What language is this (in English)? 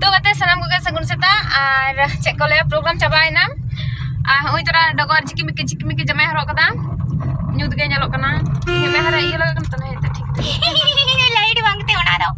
Santali